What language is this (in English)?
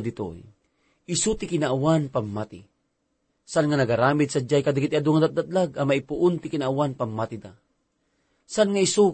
Iloko